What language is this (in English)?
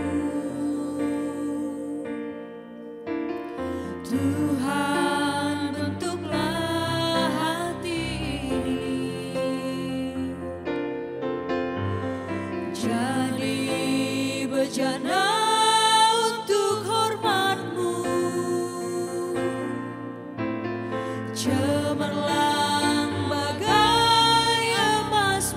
Indonesian